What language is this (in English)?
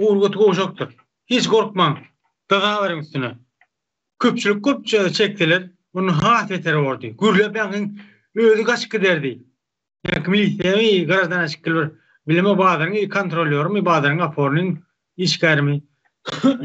Turkmen